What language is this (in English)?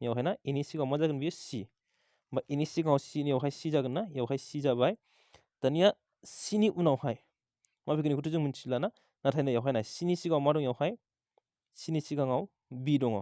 Bodo